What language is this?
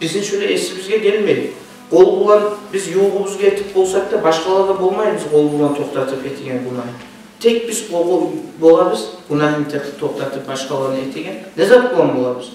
Kumyk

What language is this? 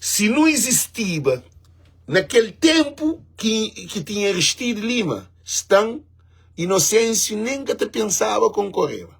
Kabuverdianu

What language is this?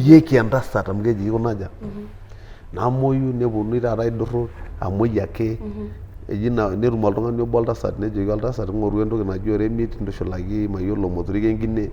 Masai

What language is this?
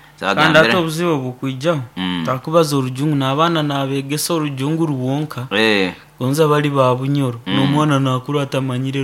Nyoro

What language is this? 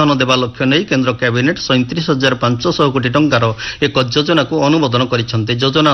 Odia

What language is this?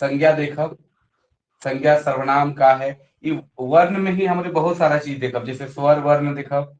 Sadri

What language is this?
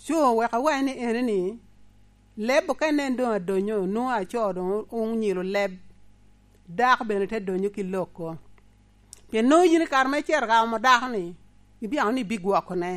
Lango (Uganda)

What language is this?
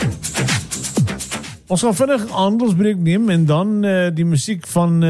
Afrikaans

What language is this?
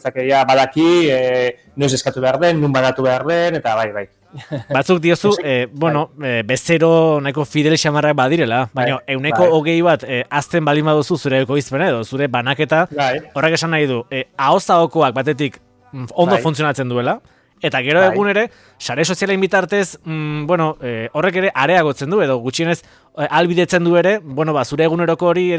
Basque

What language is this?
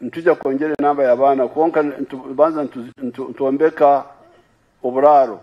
Nyankole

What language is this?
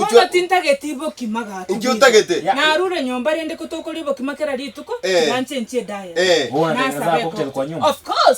Gusii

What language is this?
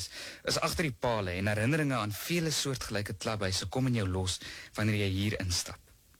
Afrikaans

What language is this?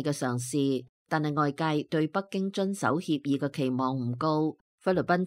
Cantonese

